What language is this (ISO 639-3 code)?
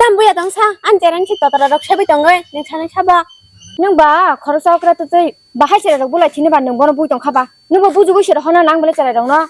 trp